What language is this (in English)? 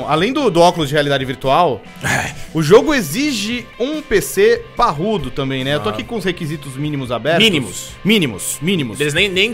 Portuguese